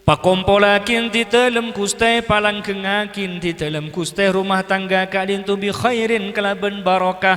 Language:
Madurese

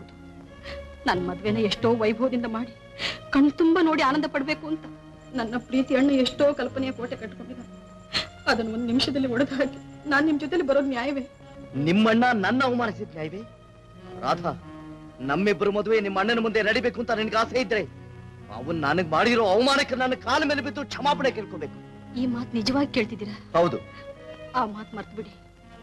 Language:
Kannada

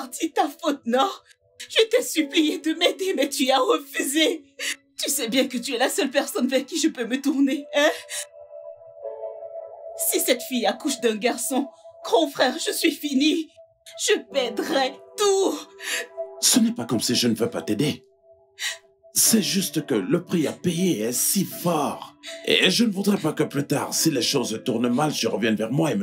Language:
French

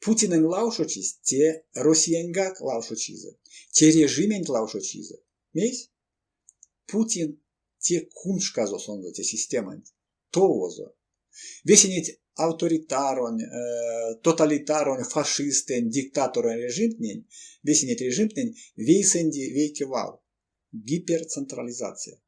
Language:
Erzya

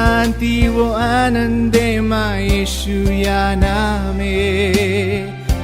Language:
Newari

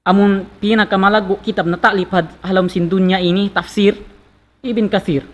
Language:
Tausug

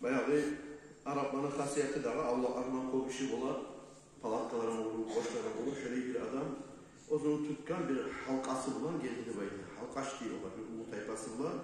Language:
Kumyk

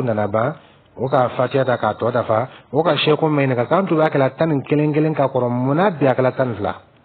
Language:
Dyula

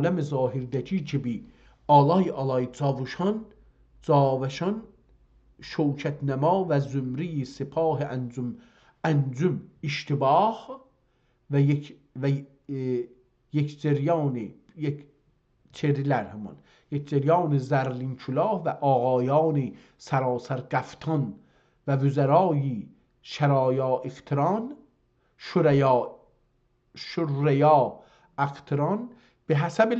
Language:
South Azerbaijani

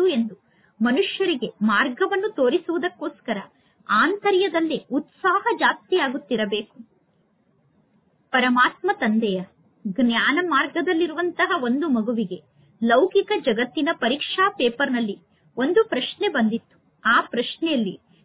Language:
Kannada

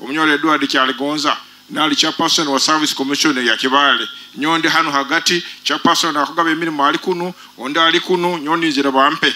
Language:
Nyoro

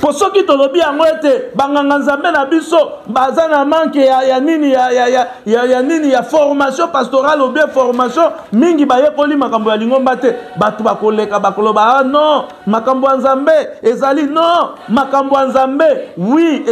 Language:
Lingala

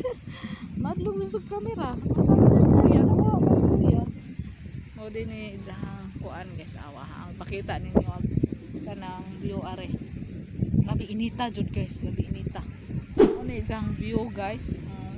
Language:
Cebuano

